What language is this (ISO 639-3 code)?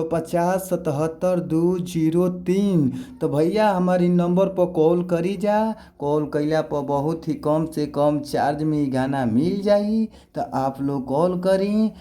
bho